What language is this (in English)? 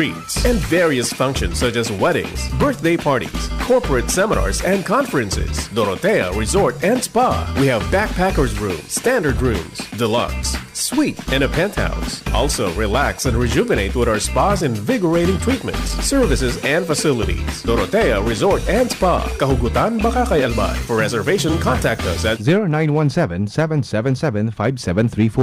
Bikol